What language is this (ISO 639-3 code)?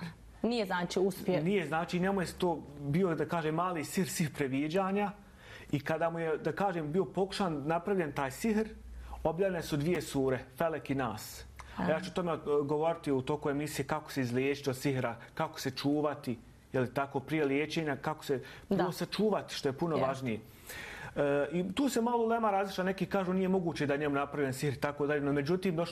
bos